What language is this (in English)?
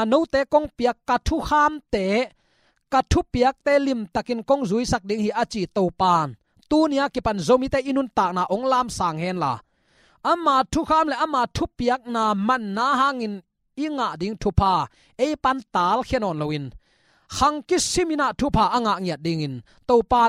Tedim Chin